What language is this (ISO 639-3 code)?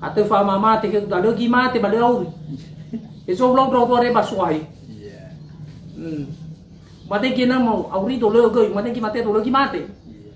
nia